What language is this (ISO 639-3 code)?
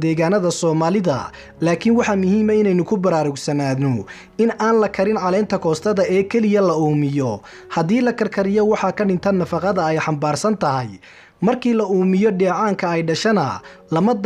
som